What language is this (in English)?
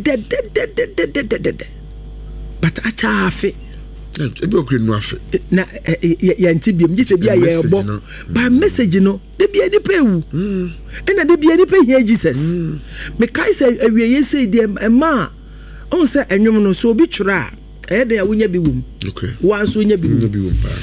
Akan